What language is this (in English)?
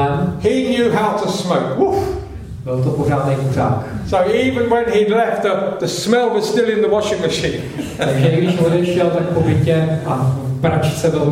Czech